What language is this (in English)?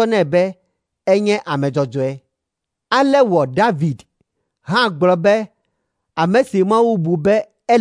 Ewe